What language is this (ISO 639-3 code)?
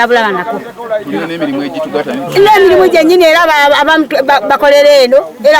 lug